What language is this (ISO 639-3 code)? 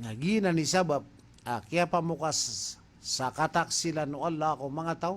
mrw